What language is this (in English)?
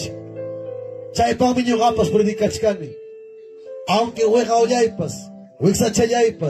Ayacucho Quechua